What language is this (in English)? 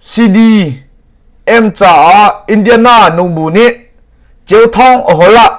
Hakha Chin